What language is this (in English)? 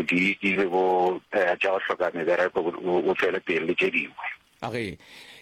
Northern Sotho